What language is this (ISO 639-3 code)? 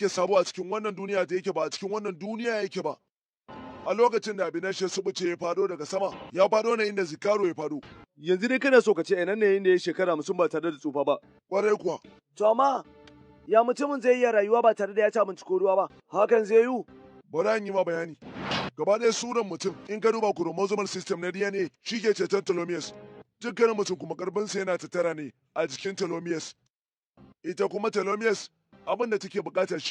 hau